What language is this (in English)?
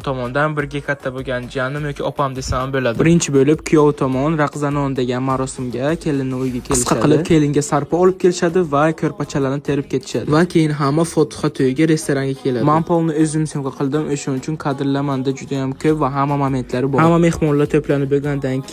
Uzbek